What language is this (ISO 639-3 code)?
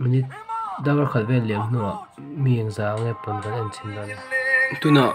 lus